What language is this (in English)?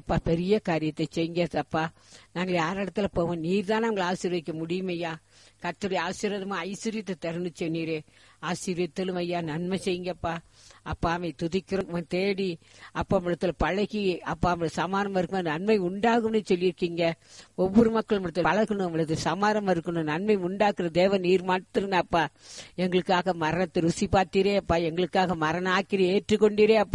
Tamil